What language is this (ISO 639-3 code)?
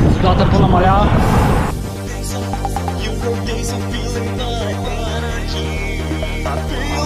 bul